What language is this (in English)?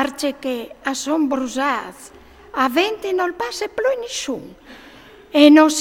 Friulian